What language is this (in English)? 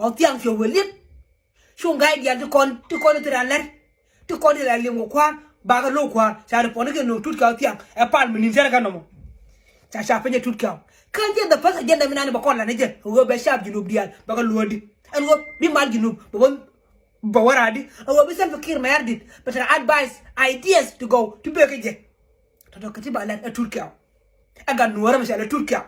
Nuer